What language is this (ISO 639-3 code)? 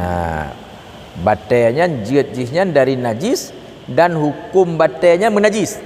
ace